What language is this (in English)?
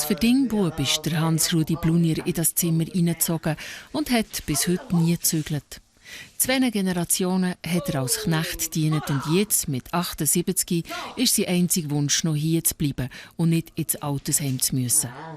Swiss German